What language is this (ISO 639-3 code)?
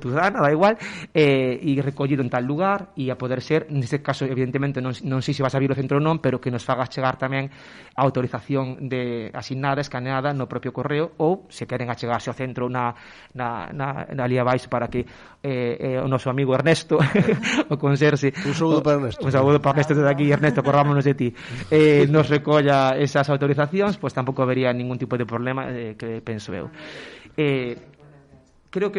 glg